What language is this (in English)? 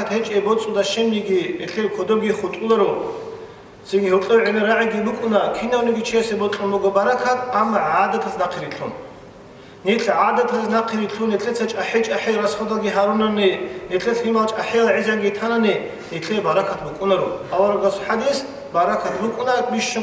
Avaric